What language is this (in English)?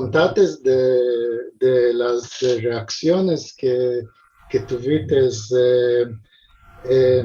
Ladino